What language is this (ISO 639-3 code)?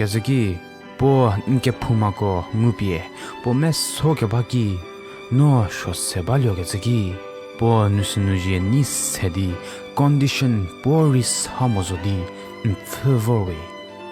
njm